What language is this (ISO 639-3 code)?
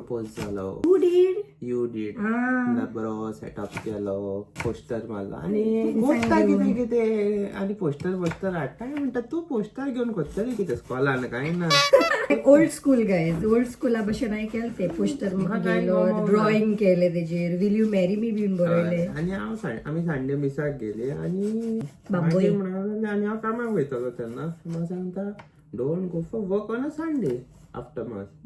kok